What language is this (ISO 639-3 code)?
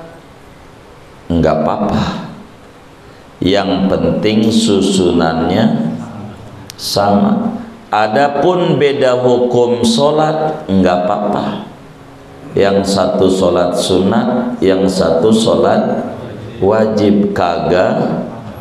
ind